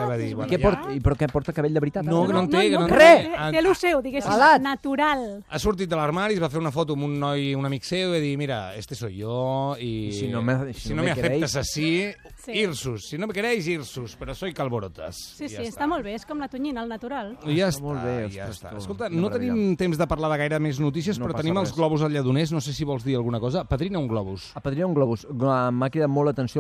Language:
Catalan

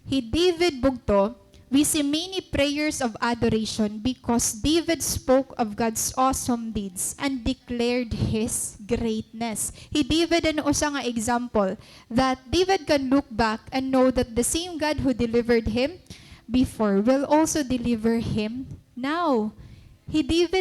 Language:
Waray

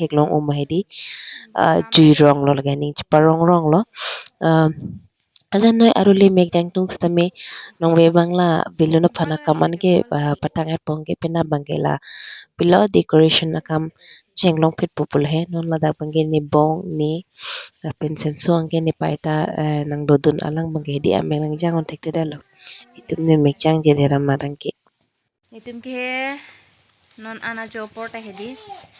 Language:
Karbi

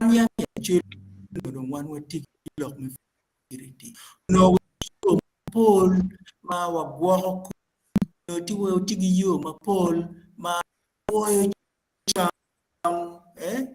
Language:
Acoli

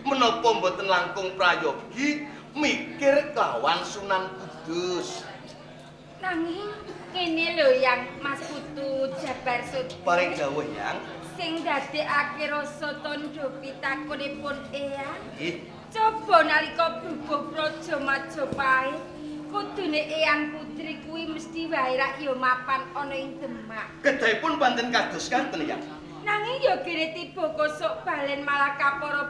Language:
Javanese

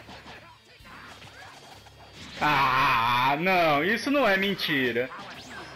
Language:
Portuguese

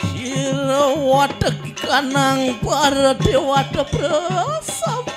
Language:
Balinese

